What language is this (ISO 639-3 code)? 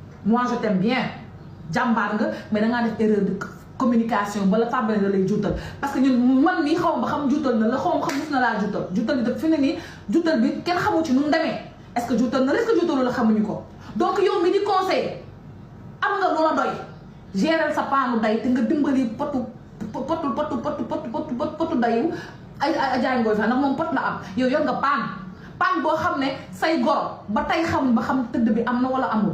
wol